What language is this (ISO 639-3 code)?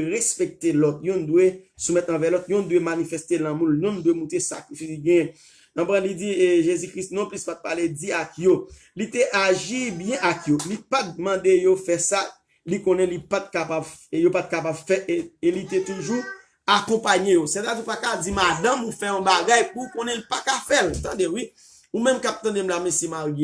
hat